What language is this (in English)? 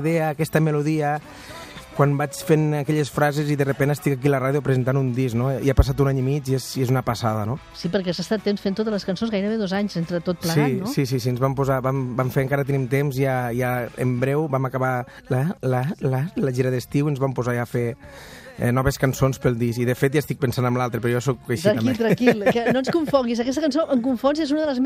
Catalan